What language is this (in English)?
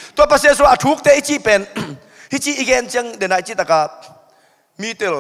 Tedim Chin